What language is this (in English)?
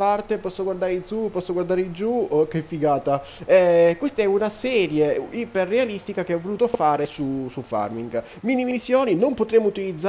Italian